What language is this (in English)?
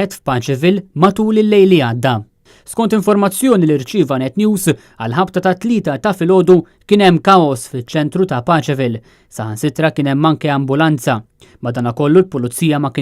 Maltese